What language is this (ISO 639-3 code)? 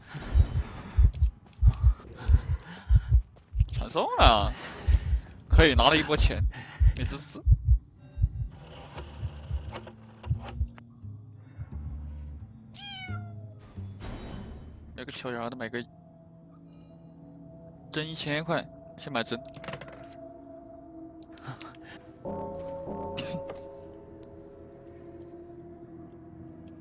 zho